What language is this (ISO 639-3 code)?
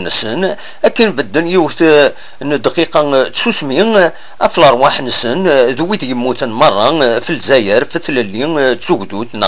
kab